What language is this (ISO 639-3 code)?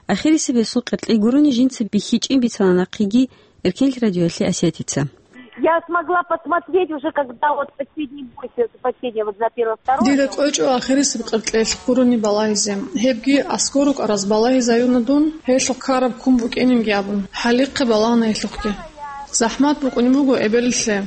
ava